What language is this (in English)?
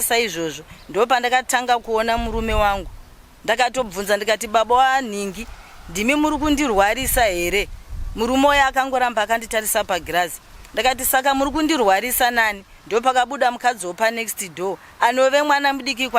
Shona